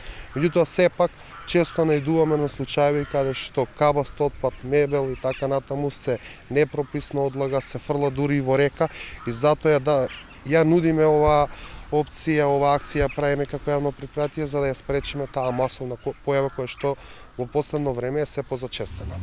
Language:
Macedonian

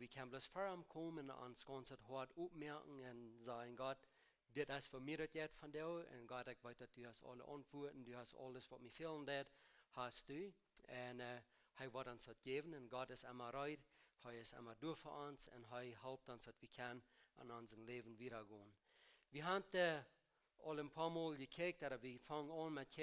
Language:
Plautdietsch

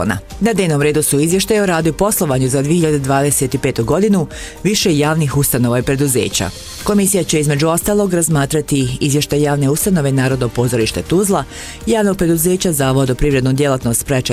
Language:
Bosnian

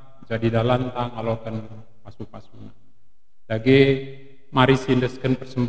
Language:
Batak Karo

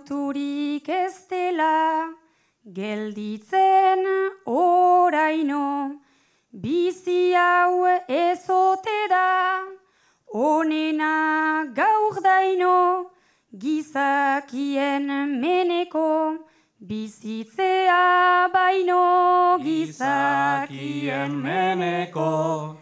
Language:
Basque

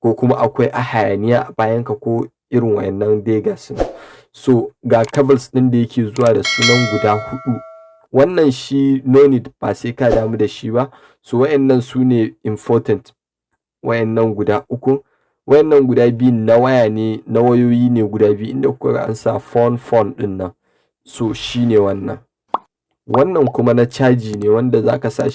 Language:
Hausa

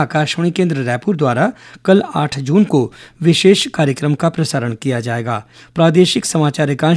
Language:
Hindi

